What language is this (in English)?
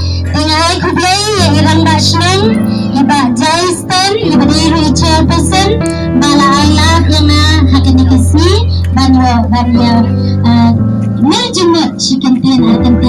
Khasi